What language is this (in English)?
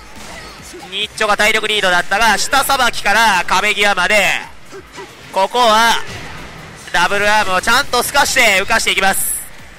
Japanese